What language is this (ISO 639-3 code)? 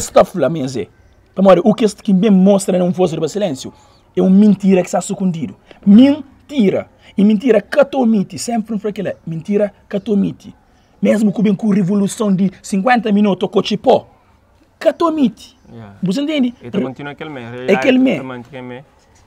kea